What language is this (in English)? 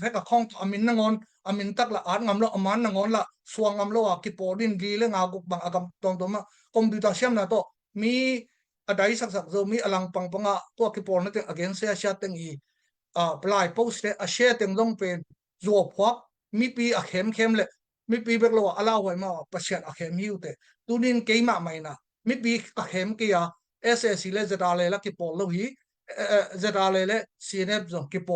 Tedim Chin